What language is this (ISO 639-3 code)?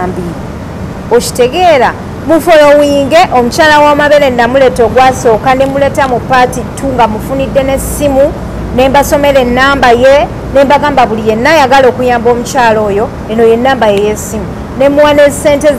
lug